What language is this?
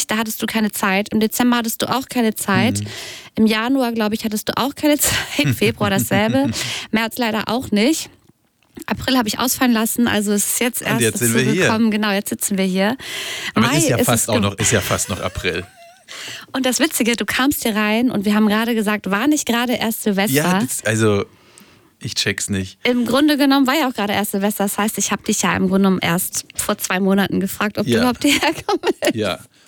German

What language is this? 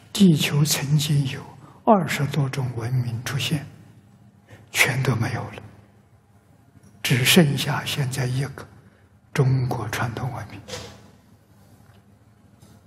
Chinese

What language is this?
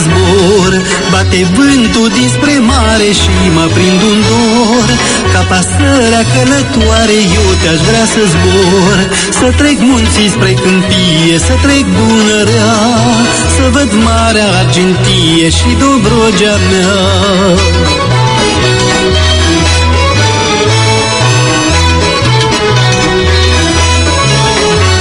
Romanian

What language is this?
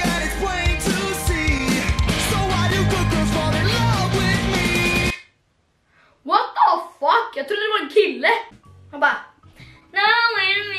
Swedish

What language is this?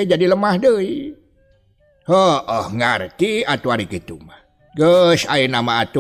Sundanese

